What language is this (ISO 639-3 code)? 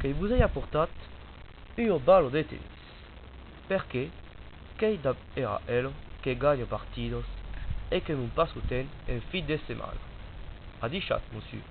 oci